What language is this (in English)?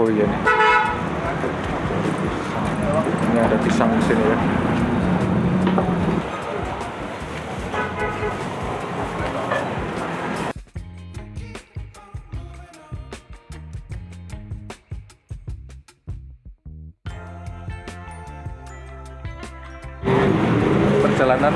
Indonesian